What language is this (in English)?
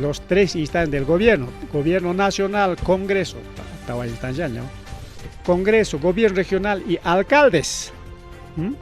Ayacucho Quechua